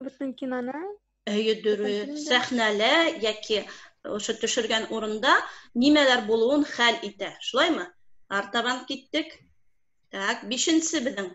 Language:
Bashkir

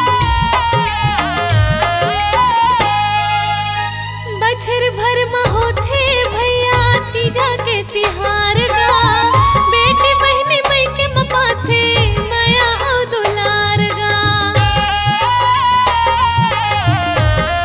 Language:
Chhattisgarhi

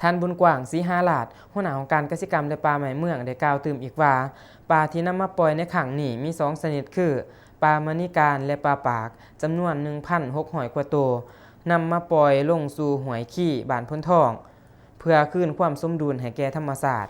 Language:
Lao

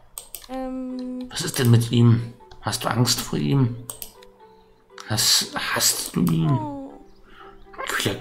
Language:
German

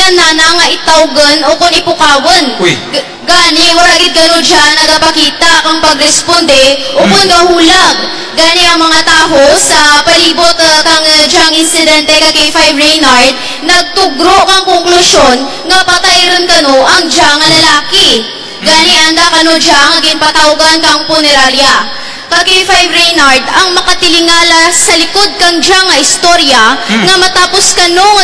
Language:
Kinaray-a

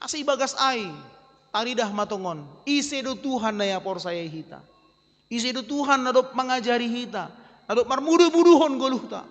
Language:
Batak Simalungun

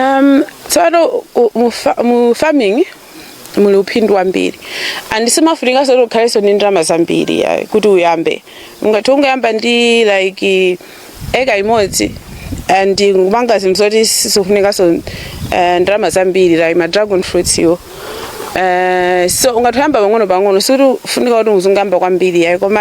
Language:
Nyanja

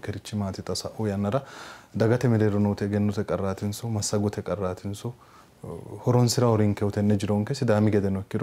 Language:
Sidamo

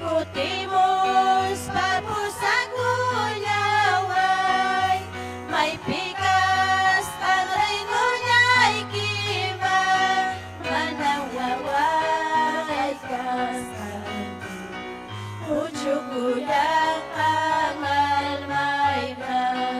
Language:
Ayacucho Quechua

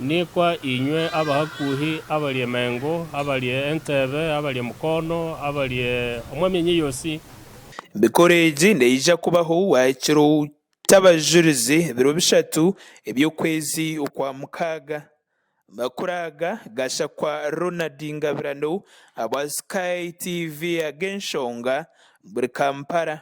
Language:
Nyankole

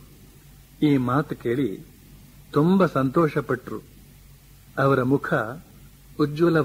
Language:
Kannada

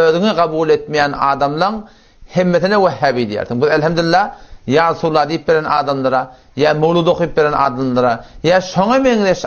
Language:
Turkmen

